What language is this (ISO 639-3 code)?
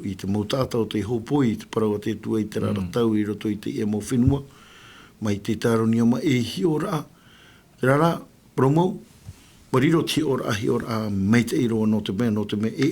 tah